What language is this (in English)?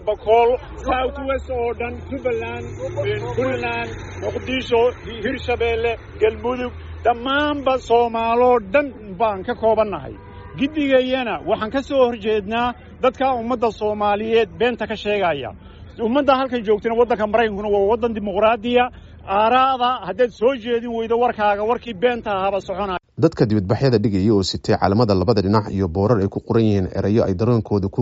Somali